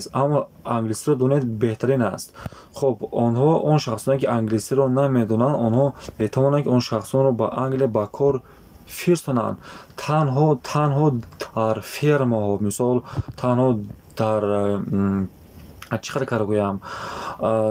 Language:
Tajik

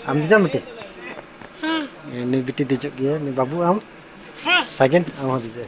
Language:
Santali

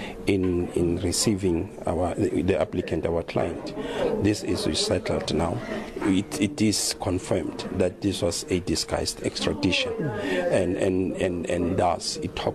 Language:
English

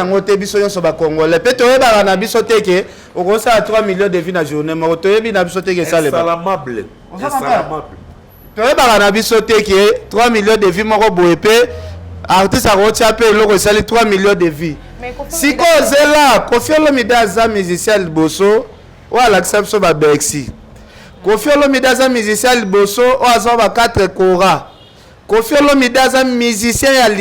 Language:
Lingala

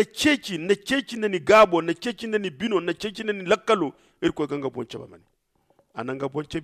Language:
Zarma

